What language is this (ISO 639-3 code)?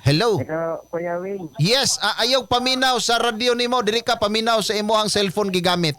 ceb